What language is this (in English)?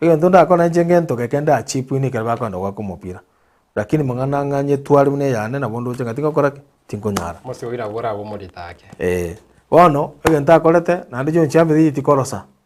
Gusii